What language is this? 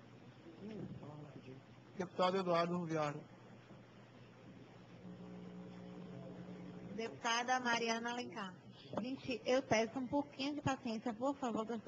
Portuguese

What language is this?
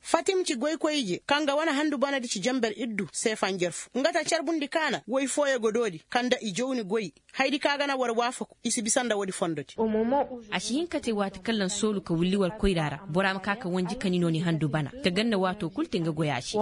Koyraboro Senni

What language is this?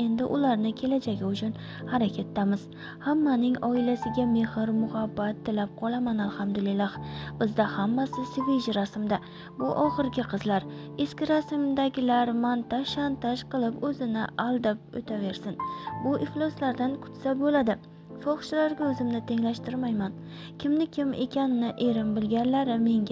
Uzbek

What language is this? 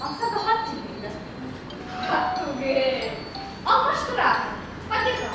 Bashkir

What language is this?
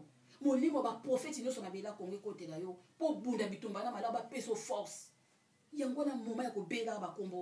Lingala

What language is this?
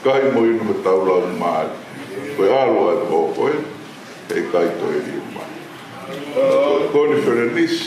Tongan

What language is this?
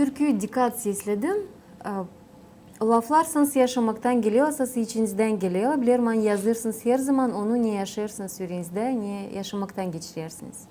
Gagauz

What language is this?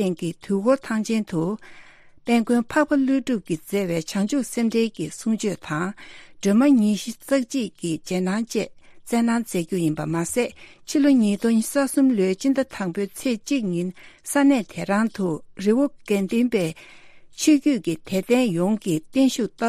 Tibetan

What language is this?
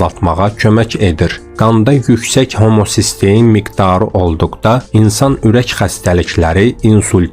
Azerbaijani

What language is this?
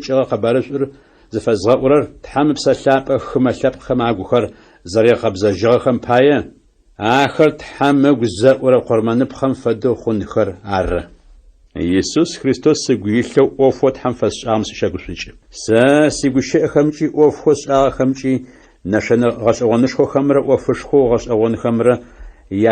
Adyghe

